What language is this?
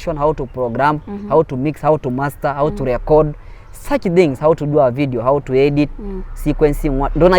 Masai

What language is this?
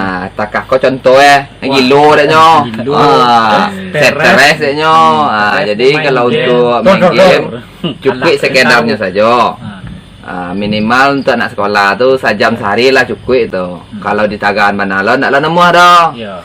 Minangkabau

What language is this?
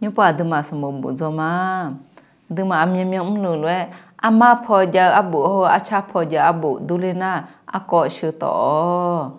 Akha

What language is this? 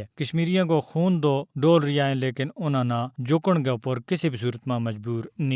Gujari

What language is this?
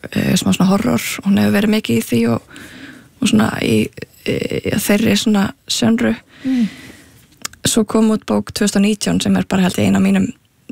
Icelandic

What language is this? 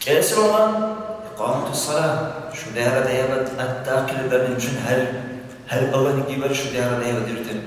Dargwa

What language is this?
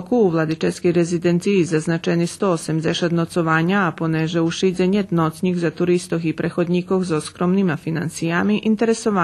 Rusyn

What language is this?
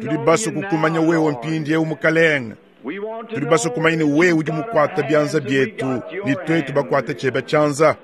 Luba-Lulua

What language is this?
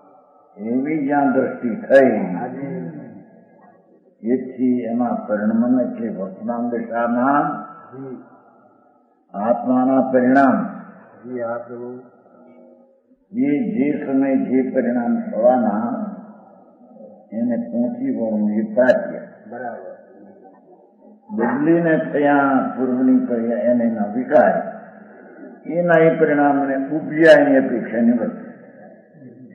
Gujarati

